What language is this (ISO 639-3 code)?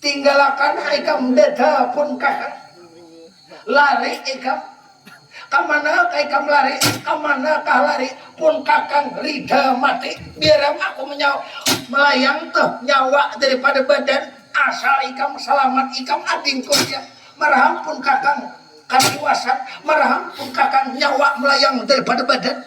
bjn